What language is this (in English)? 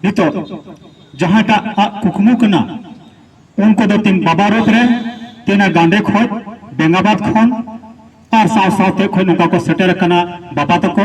Santali